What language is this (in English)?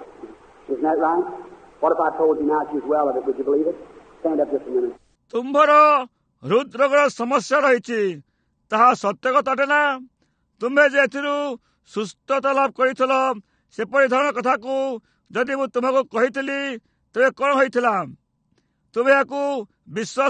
Odia